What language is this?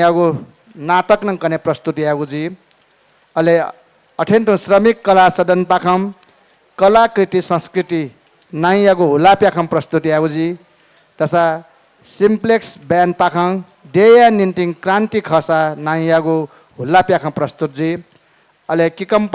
Newari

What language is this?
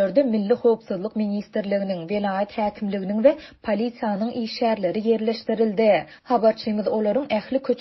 Turkmen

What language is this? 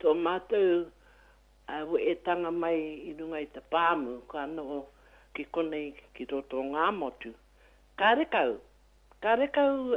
Māori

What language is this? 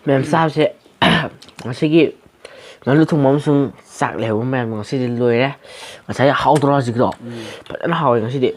Manipuri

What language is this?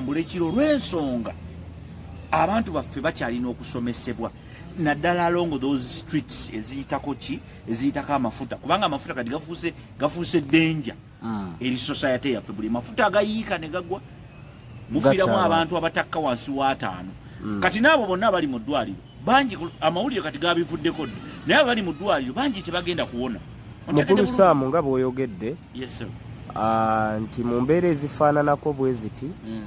Ganda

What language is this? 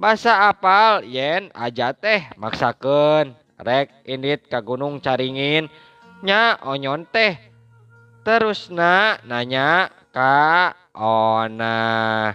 Sundanese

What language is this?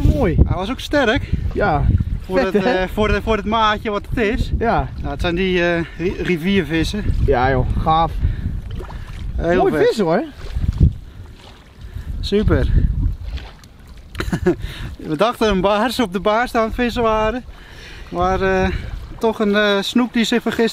Dutch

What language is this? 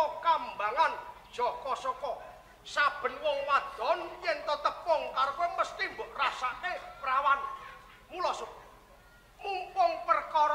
Javanese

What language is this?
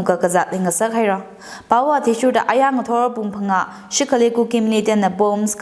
Tangkhul Naga (India)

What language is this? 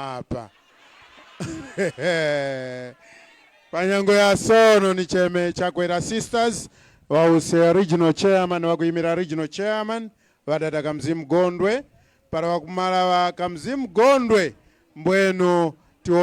Tumbuka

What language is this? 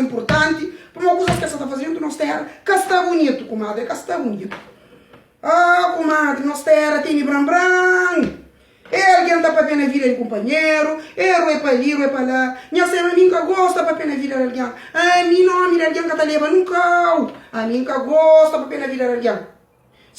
Kabuverdianu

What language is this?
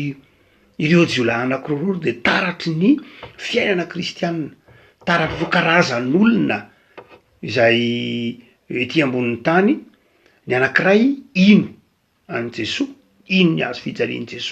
Malagasy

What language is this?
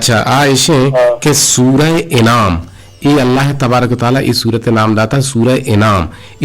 Eastern Balochi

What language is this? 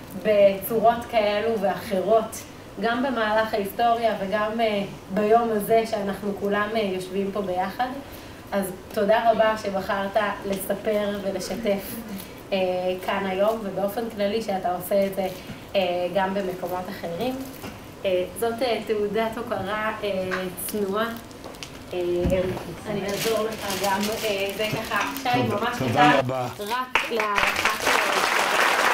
Hebrew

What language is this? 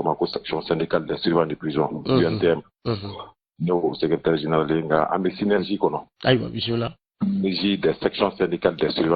Bambara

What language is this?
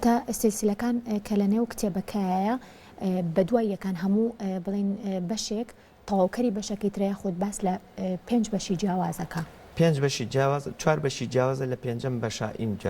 Central Kurdish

